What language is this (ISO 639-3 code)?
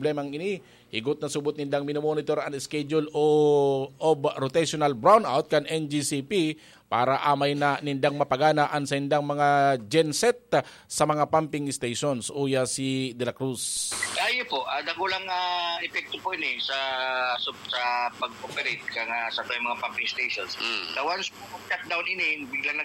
bik